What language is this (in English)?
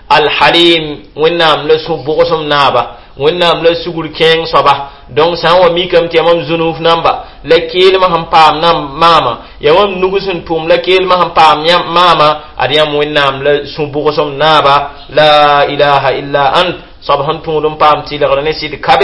Mossi